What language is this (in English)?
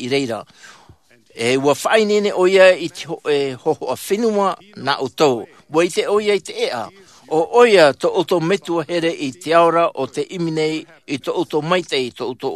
Tahitian